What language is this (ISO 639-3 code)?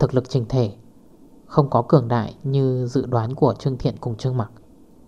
vie